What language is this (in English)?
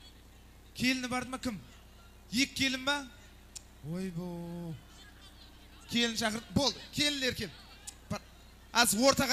Kazakh